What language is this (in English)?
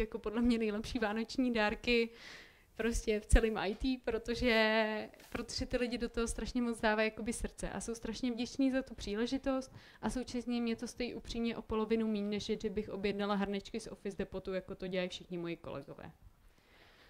Czech